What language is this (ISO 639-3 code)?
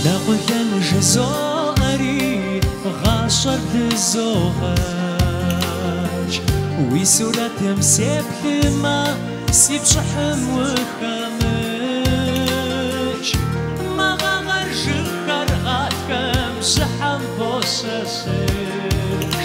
kbd